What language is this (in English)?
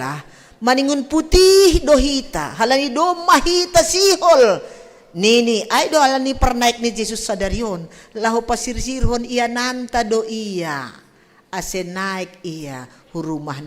Batak Simalungun